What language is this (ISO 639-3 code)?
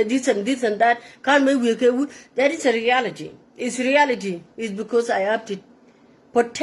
nus